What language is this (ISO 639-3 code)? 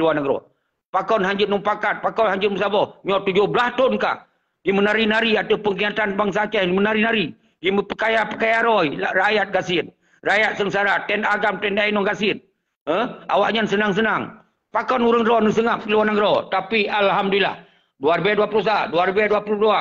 ace